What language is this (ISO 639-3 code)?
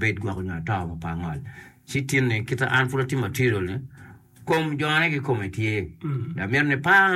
ach